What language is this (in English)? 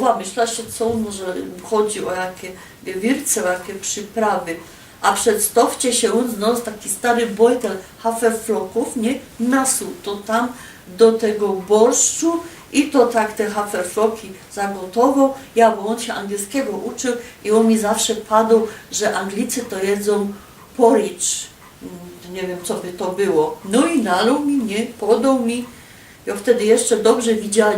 Silesian